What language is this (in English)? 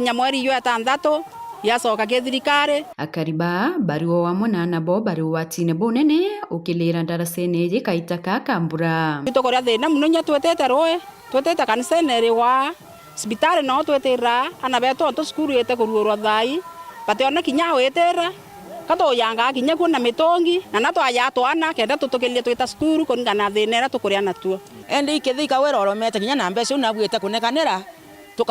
Meru